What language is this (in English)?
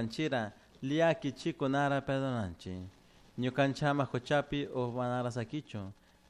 Chimborazo Highland Quichua